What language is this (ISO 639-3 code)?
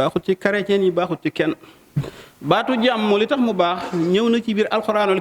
wol